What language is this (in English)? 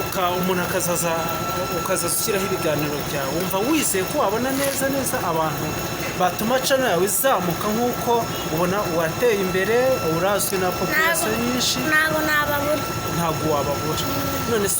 Kinyarwanda